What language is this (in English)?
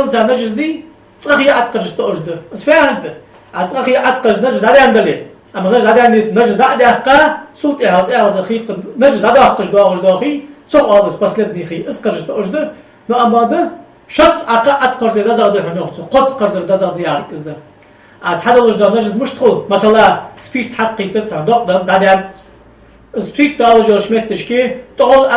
Ingush